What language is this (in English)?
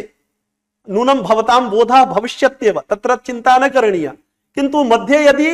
Sanskrit